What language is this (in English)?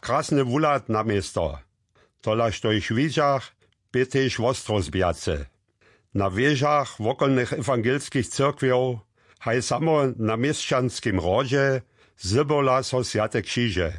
Upper Sorbian